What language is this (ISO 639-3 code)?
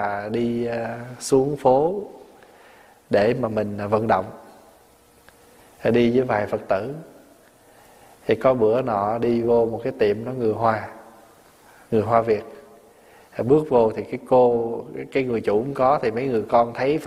vie